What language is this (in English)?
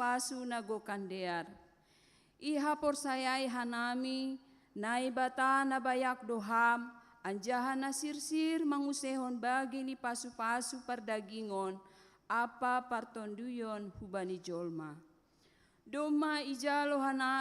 Batak Simalungun